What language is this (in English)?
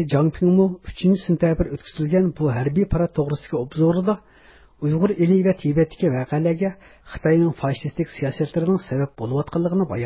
Uyghur